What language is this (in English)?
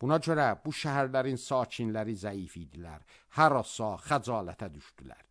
Azerbaijani